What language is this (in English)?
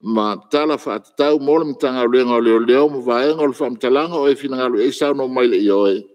Samoan